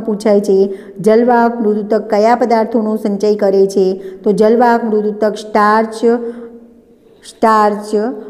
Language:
Gujarati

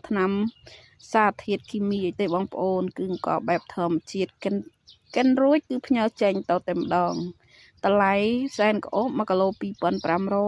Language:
Khmer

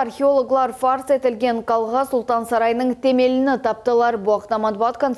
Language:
Crimean Tatar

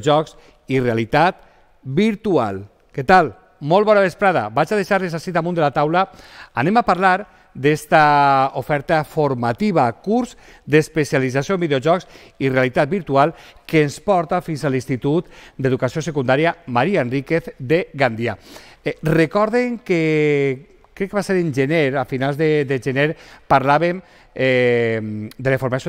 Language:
Catalan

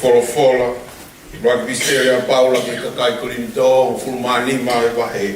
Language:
Tongan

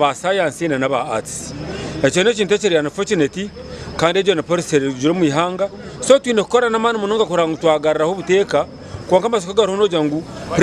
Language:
Nyankole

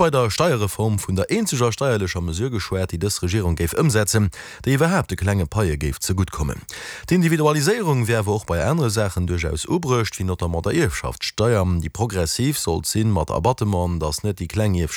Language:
Luxembourgish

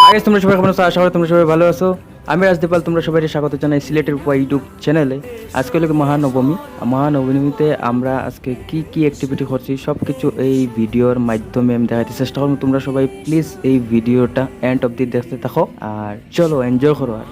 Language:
Sylheti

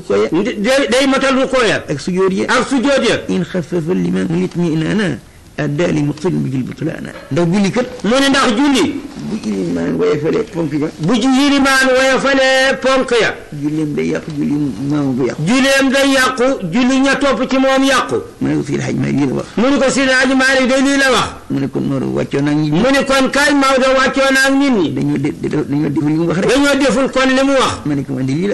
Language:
Wolof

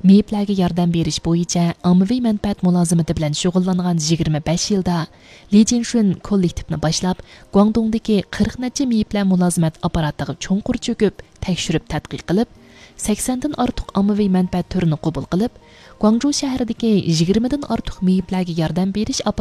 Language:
Uyghur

